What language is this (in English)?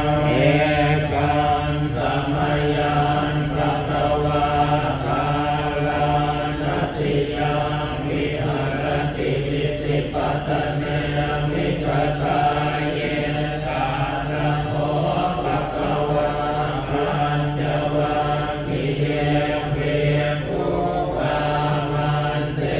Pali